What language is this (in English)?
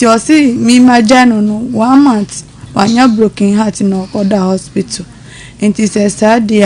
Akan